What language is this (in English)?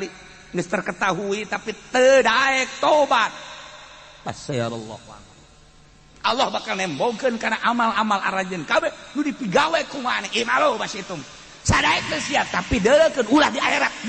Sundanese